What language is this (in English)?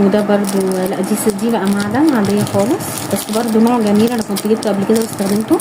Egyptian Arabic